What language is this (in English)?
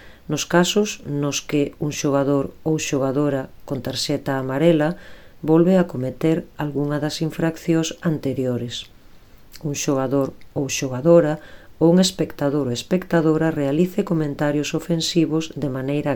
Galician